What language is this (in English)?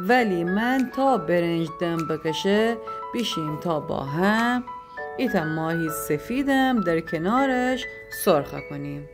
Gilaki